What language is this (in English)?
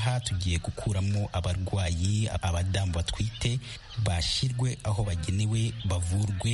Kinyarwanda